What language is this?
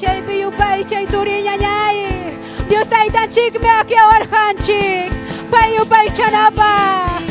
Ayacucho Quechua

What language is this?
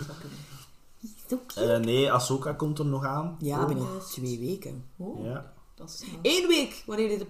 Dutch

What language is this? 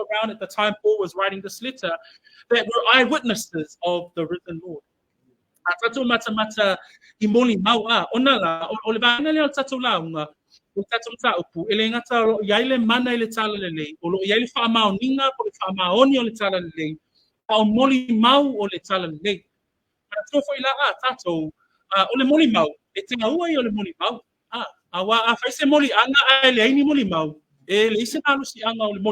Samoan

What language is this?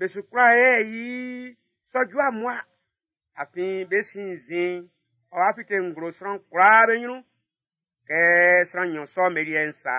Baoulé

